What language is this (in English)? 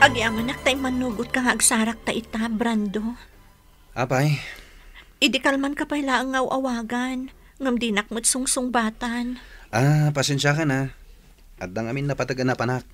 Iloko